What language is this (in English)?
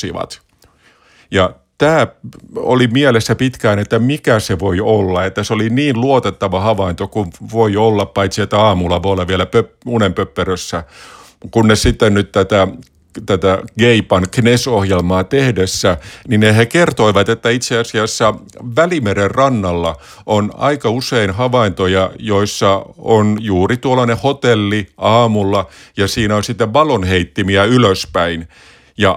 Finnish